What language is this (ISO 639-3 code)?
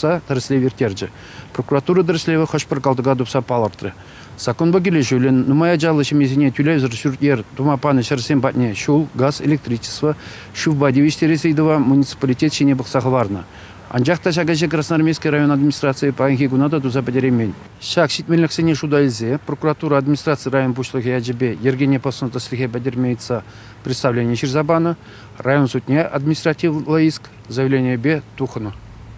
chv